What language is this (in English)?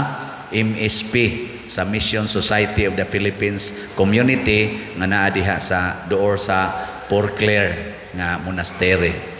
Cebuano